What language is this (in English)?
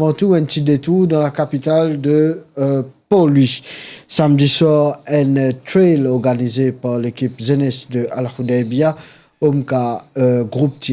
Morisyen